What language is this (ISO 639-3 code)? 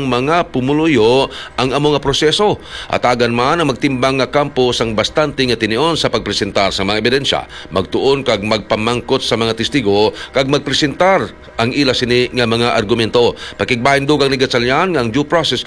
hil